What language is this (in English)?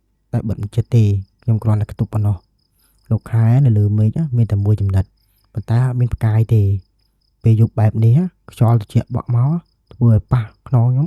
Khmer